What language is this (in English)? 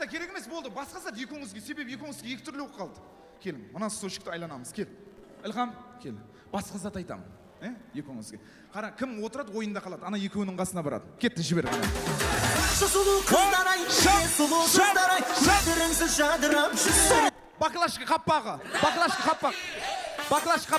Kara-Kalpak